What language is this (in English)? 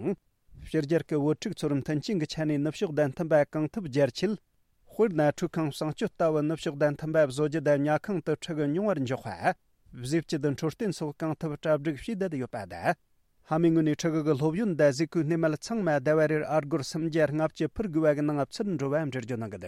Tibetan